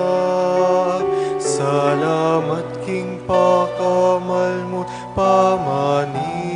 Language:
Pampanga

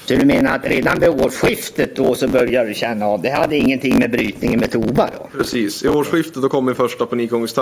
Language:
Swedish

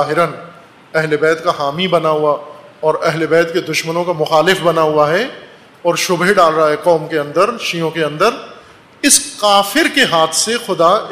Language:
Urdu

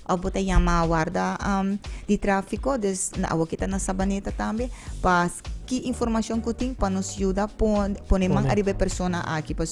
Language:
Papiamento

